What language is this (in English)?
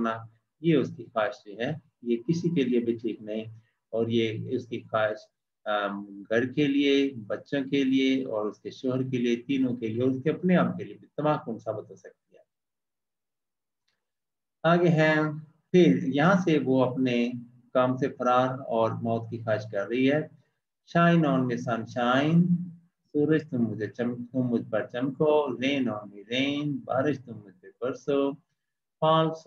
Urdu